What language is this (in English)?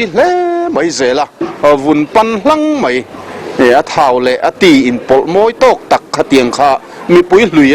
Mizo